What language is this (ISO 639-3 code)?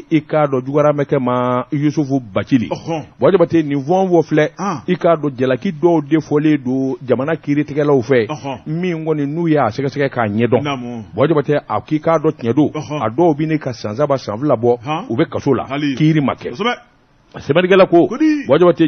bam